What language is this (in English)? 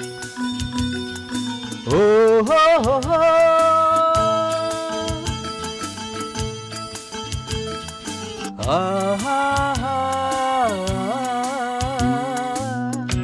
Kannada